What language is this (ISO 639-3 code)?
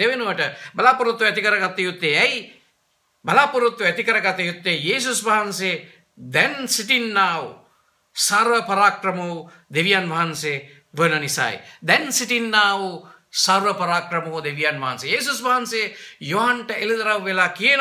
sin